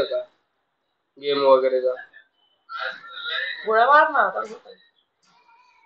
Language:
Marathi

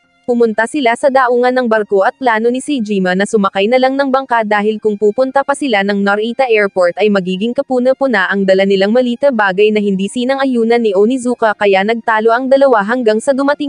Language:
Filipino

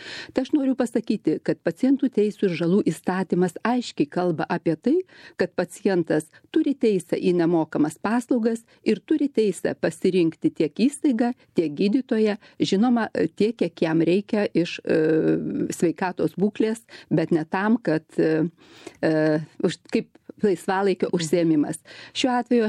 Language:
Lithuanian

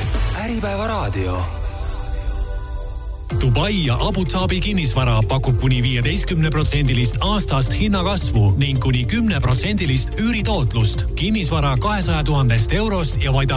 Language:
Estonian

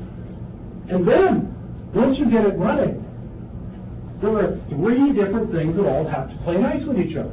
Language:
English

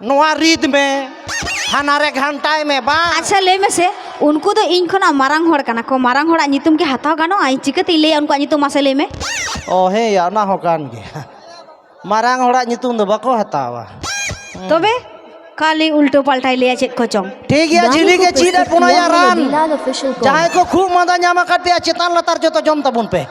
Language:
Santali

